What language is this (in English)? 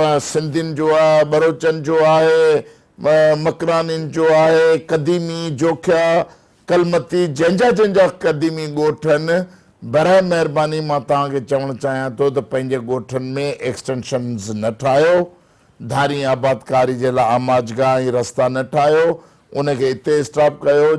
Sindhi